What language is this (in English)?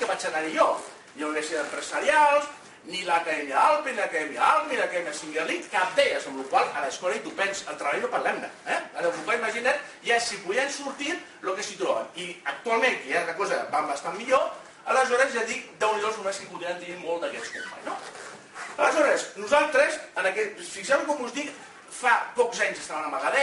Catalan